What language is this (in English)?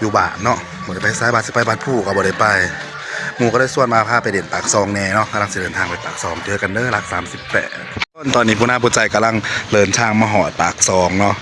Northeastern Thai